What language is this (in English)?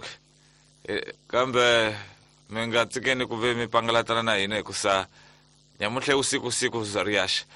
Tsonga